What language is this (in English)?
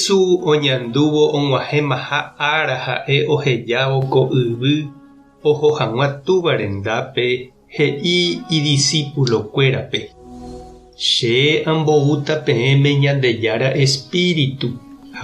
Guarani